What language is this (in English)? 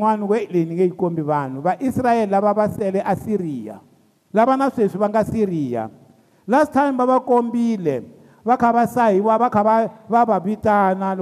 Tsonga